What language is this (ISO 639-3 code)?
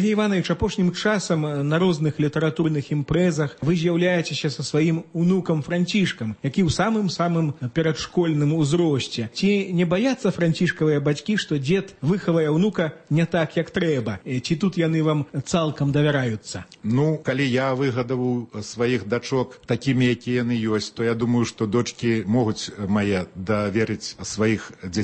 bel